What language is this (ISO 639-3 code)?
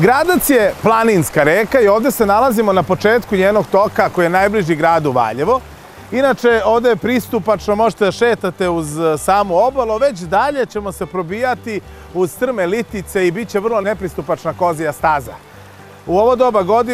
srp